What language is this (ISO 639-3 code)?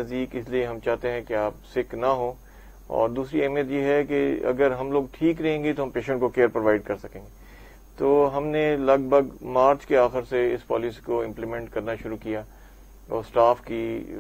urd